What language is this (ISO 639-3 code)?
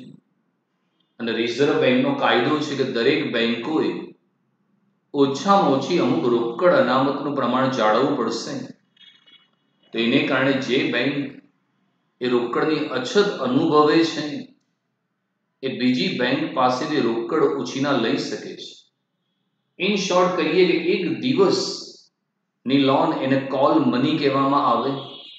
guj